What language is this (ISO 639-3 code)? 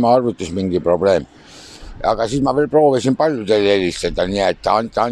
est